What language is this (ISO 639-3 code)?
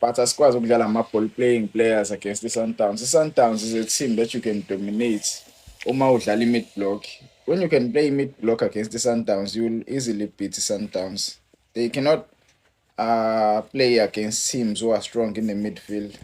zul